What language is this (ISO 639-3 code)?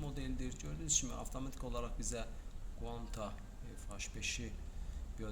aze